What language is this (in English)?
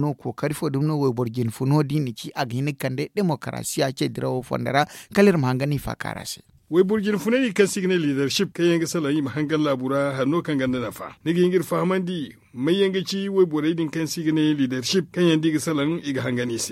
Zarma